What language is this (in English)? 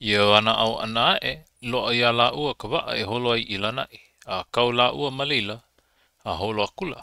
Hawaiian